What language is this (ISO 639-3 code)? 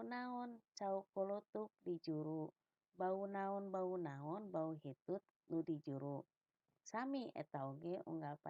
sun